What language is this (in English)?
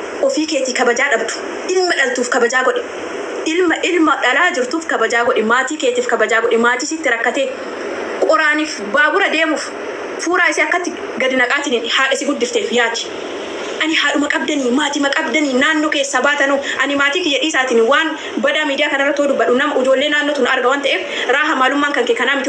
Oromo